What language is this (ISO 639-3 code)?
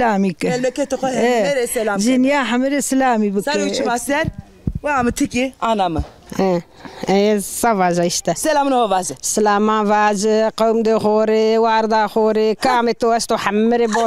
zza